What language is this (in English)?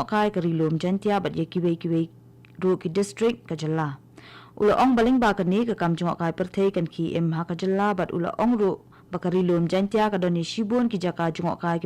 Khasi